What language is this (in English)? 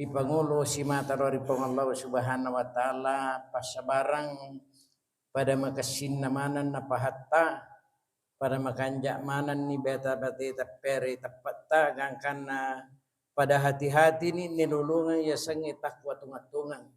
Buginese